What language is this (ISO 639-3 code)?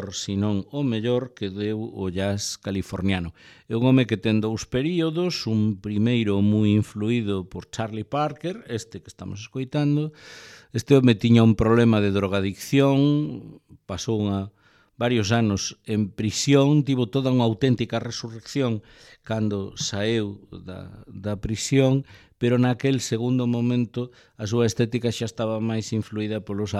glg